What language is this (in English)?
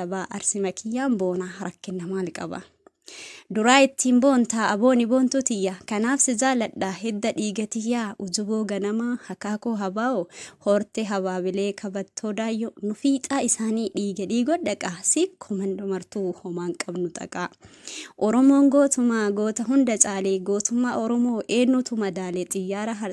Oromo